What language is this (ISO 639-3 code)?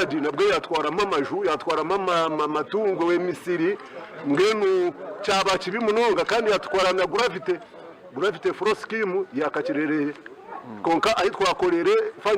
nyn